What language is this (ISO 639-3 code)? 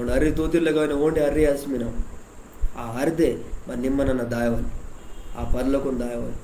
kff